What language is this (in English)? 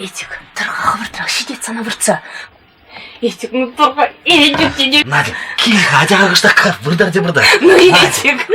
Chuvash